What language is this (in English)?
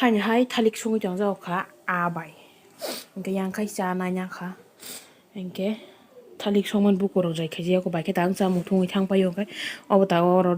Kok Borok